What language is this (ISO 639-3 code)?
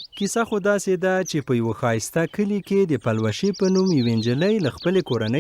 pus